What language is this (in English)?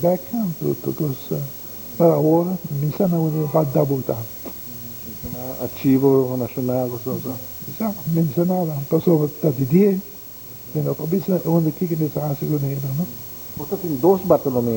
Papiamento